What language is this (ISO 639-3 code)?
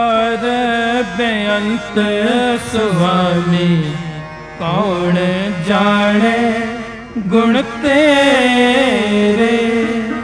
pan